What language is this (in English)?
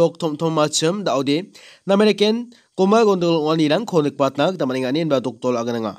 Garo